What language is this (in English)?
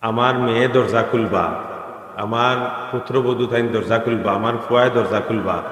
Sylheti